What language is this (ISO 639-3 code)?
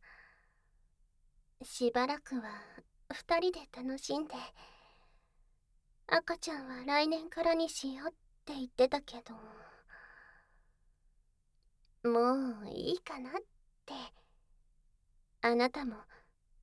jpn